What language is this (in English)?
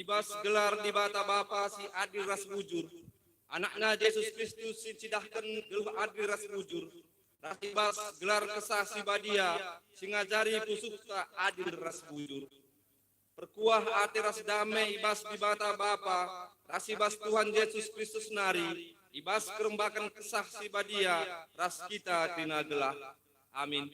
Batak Karo